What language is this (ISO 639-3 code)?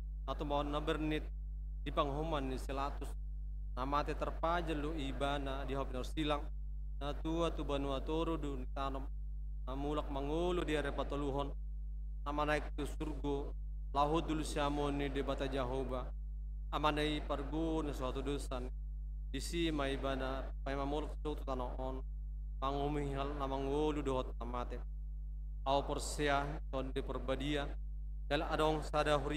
bbc